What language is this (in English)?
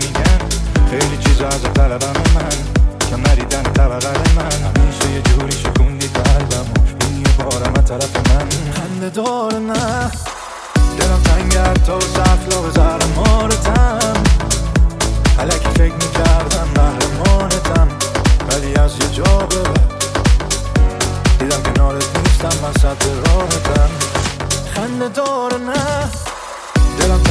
Persian